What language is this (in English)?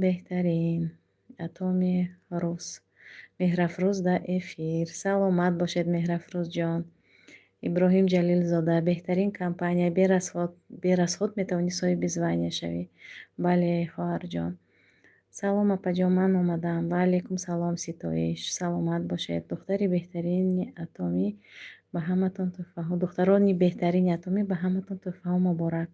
Tajik